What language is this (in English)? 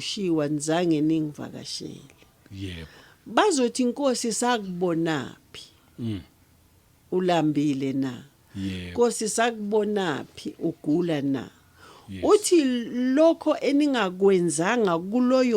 Zulu